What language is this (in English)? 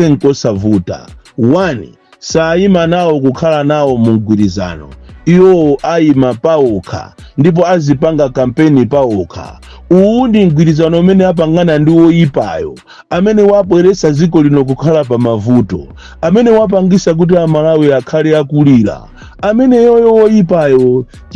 Nyanja